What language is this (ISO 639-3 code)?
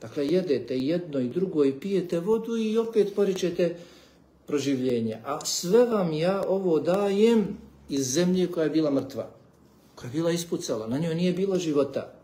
bos